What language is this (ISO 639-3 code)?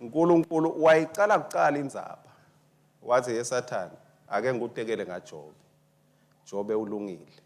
ssw